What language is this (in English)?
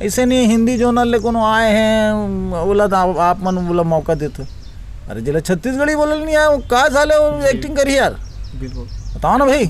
Chhattisgarhi